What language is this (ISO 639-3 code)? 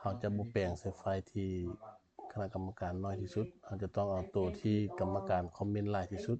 lao